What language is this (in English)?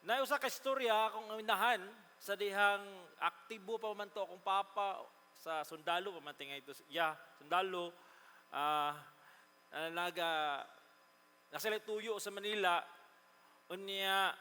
Cebuano